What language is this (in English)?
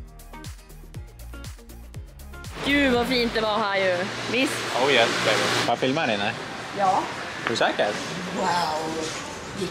Swedish